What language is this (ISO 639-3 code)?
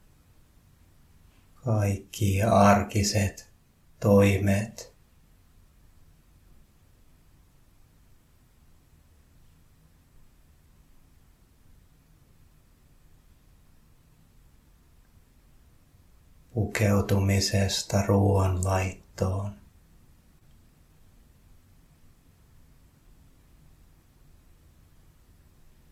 fin